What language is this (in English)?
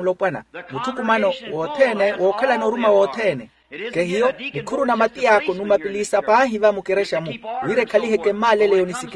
Makhuwa